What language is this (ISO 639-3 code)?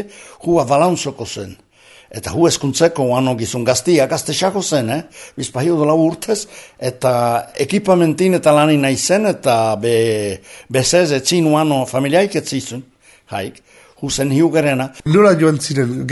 eus